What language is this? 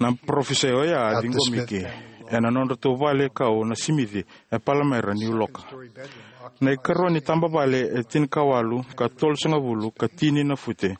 Fijian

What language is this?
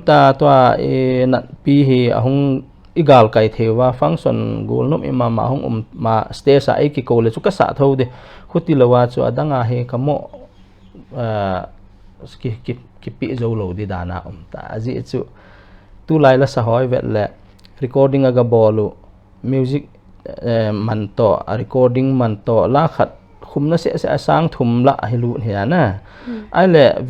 Paite Chin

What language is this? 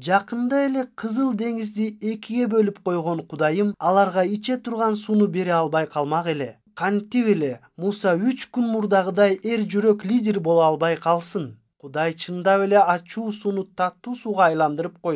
Kyrgyz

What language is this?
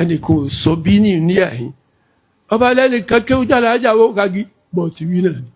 Yoruba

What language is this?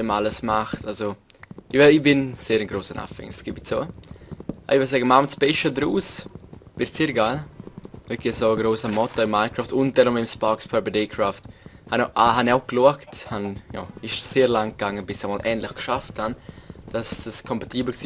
Swiss German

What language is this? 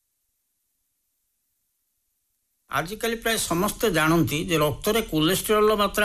Odia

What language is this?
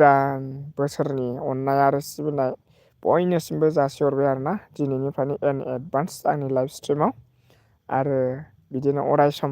Bodo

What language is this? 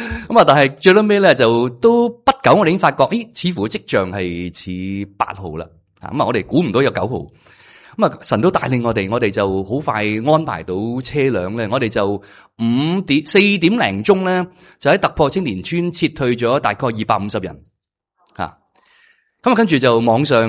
Cantonese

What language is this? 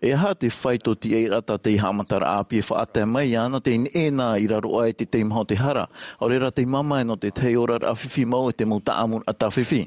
Tahitian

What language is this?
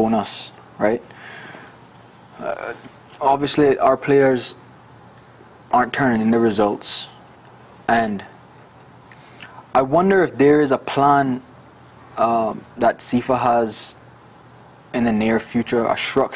English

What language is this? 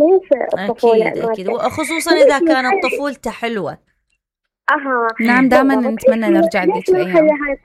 Mesopotamian Arabic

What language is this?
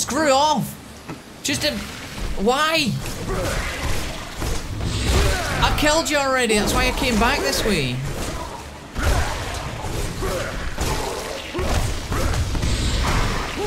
English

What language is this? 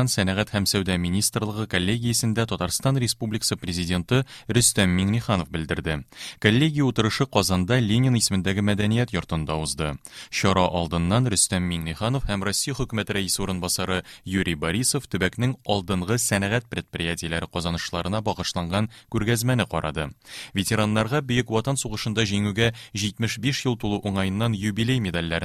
Tatar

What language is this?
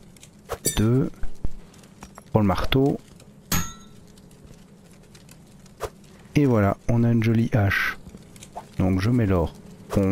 French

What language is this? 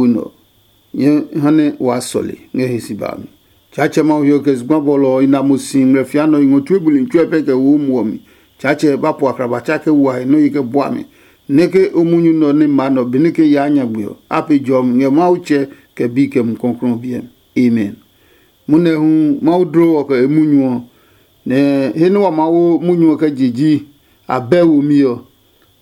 Adangme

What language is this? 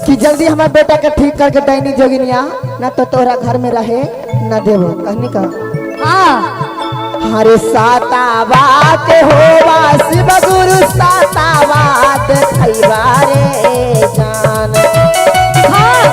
Magahi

